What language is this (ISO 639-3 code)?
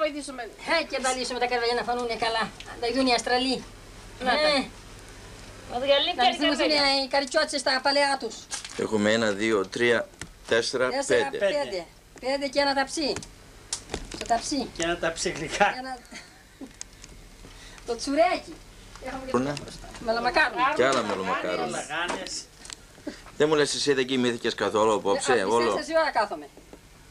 ell